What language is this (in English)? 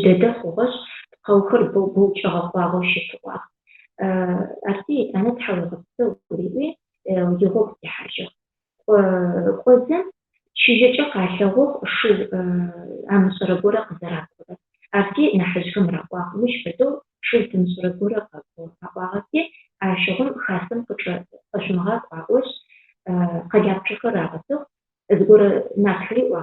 Adyghe